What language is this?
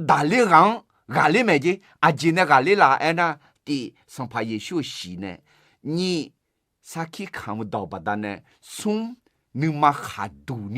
Akha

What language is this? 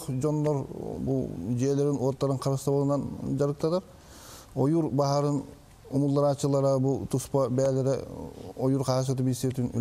Yakut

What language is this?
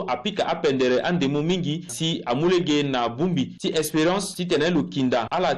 Sango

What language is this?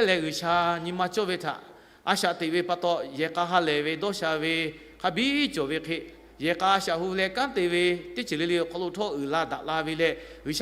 Lahu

